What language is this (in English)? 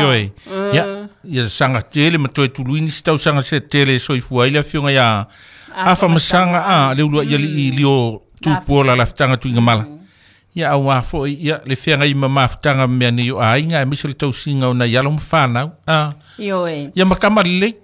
Samoan